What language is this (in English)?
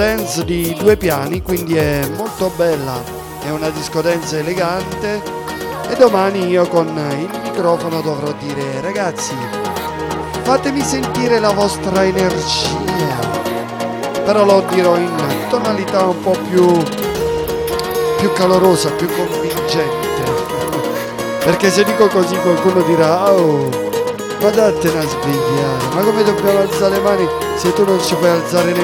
Italian